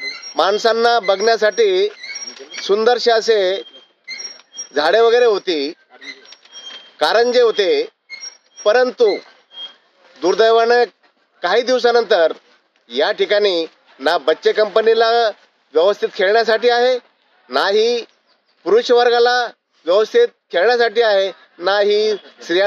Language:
Marathi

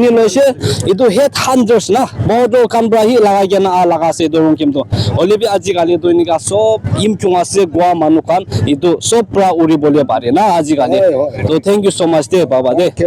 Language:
Naga Pidgin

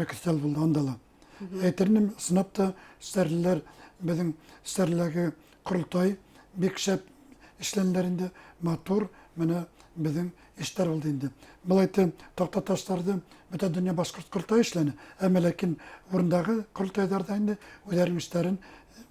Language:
Bashkir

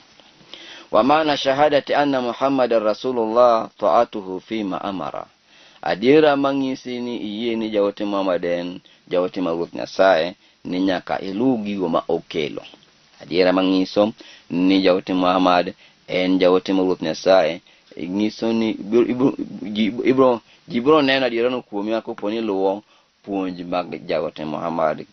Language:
Luo (Kenya and Tanzania)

